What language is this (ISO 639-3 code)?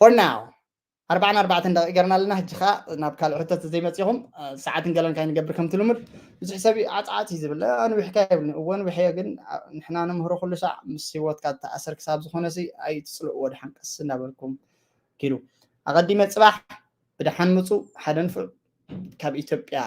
tir